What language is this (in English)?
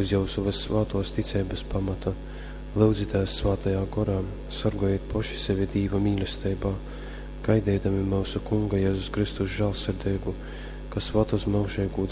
Latgalian